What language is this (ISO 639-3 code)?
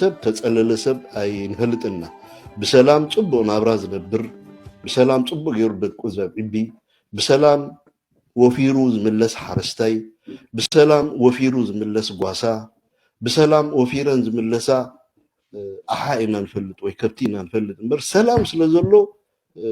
tir